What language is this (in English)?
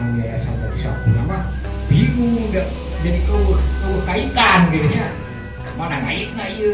Sundanese